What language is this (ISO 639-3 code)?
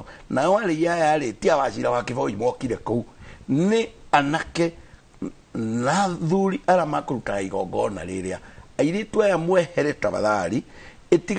kik